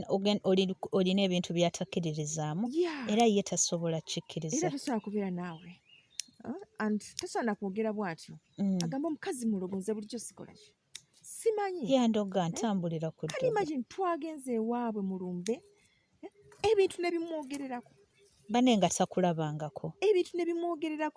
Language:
Ganda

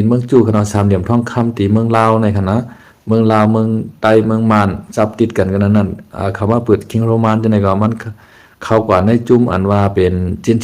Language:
Shan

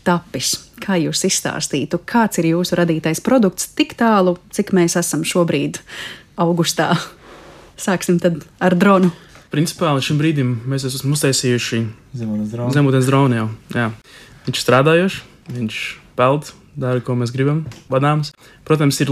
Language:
Latvian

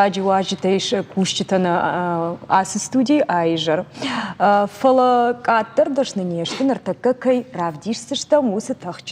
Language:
Ossetic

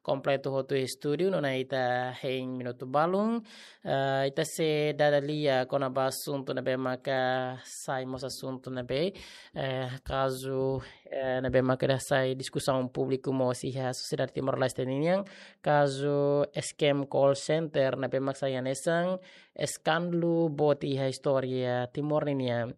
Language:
Tetum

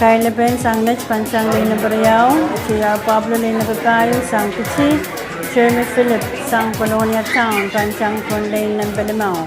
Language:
Pohnpeian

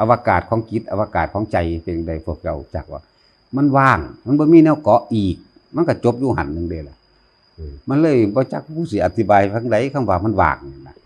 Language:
Northeastern Thai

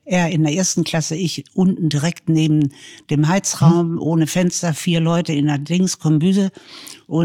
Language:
German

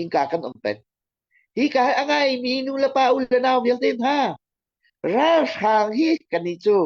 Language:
Hakha Chin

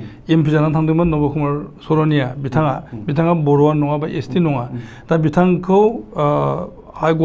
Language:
Bodo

